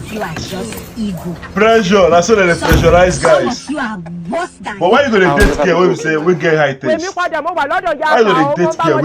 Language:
Nigerian Pidgin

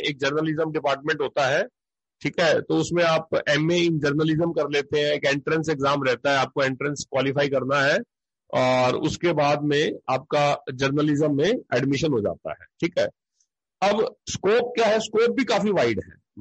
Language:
Hindi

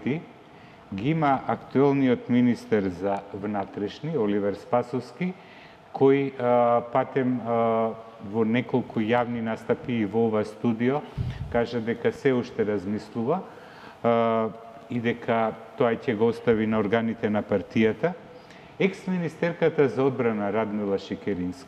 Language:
Macedonian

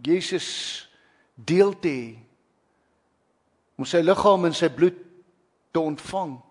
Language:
Afrikaans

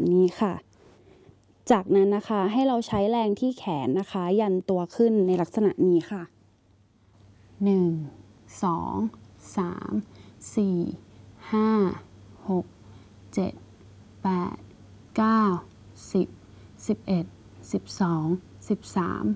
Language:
Thai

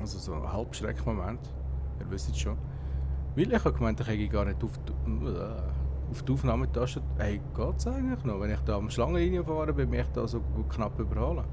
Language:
Swiss German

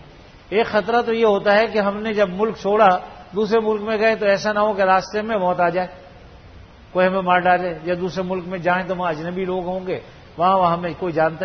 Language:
Urdu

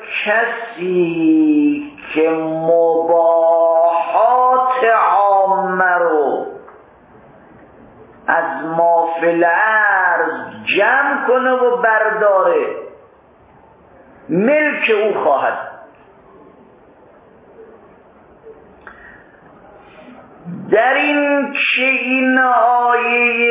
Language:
Persian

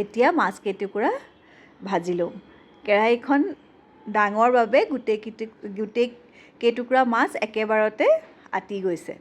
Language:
Assamese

